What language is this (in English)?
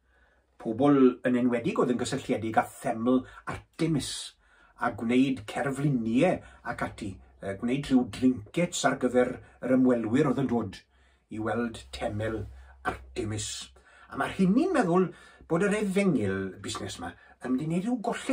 Welsh